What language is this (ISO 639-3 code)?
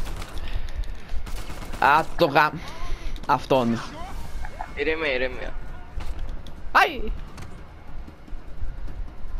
ell